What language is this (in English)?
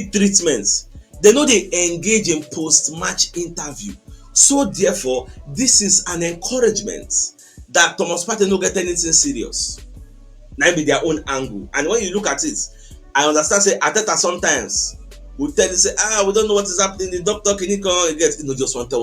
Nigerian Pidgin